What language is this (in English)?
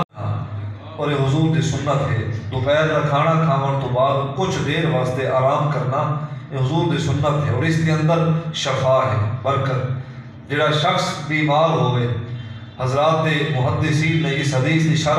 Saraiki